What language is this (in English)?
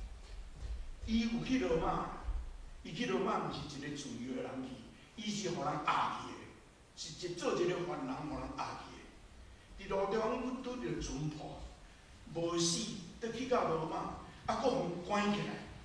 Min Nan Chinese